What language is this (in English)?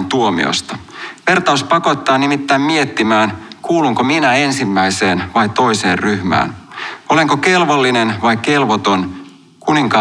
Finnish